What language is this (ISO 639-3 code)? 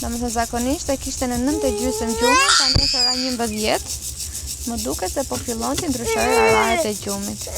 sqi